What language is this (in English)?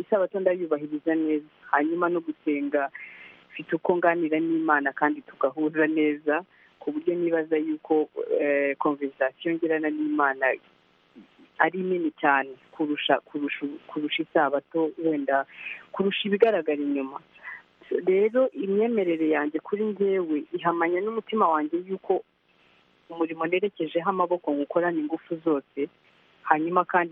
Kinyarwanda